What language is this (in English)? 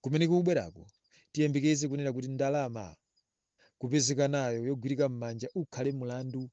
Nyanja